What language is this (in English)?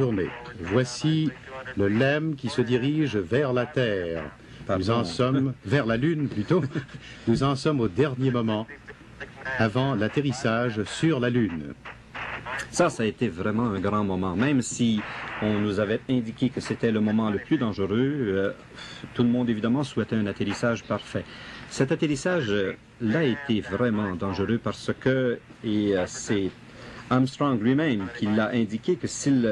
French